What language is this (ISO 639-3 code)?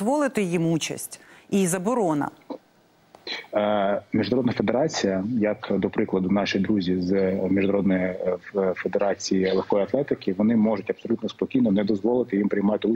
ukr